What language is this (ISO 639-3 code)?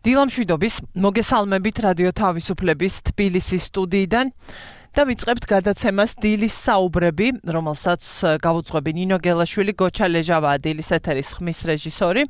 kat